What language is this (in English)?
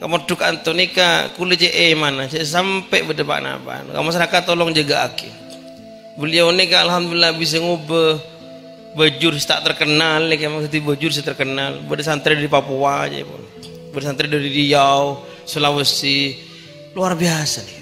Madurese